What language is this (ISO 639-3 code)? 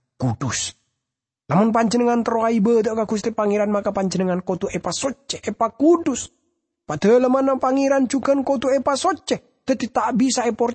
mad